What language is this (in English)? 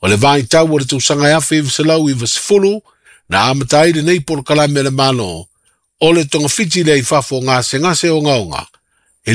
Samoan